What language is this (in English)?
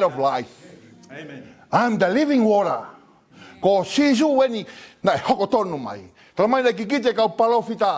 Tongan